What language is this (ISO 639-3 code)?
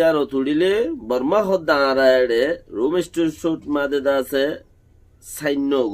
rhg